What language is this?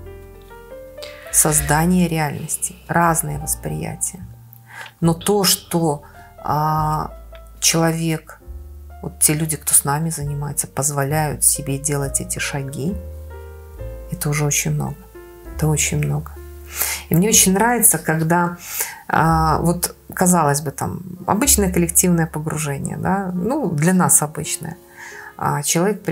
Russian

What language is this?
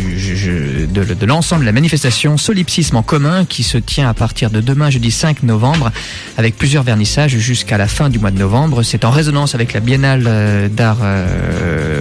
French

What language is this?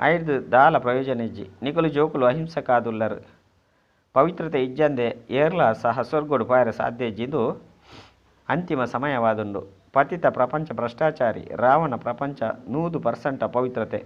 Tulu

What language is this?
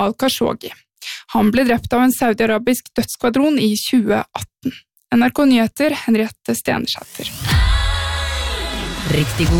Norwegian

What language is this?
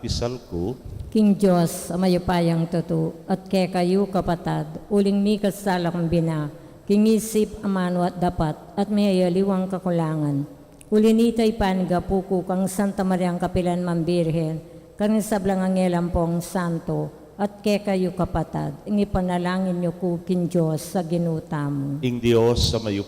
Pampanga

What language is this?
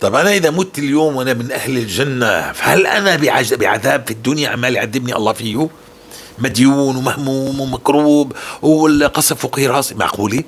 North Levantine Arabic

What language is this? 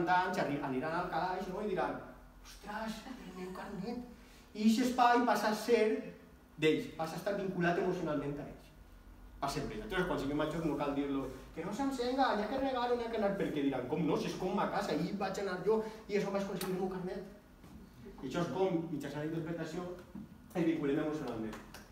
Catalan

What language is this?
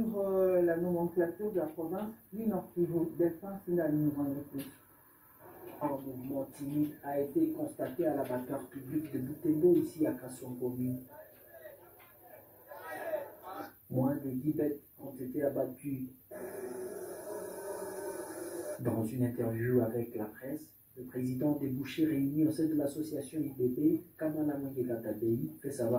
French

